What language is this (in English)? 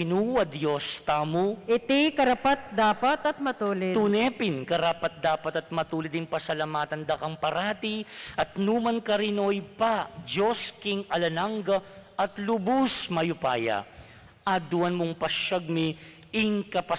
Pampanga